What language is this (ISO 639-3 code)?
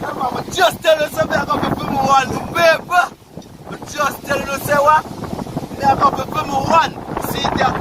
jam